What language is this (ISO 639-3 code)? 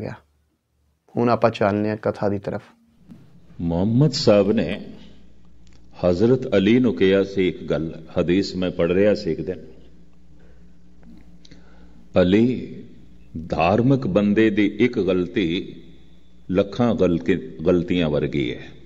pan